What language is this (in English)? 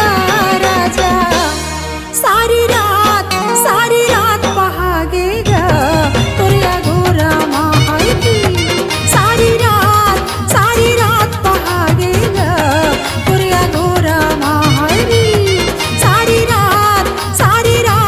Chhattisgarhi